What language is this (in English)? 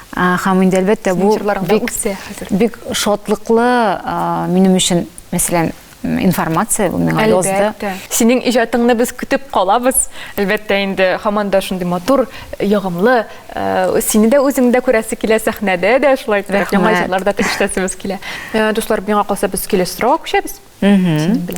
Tatar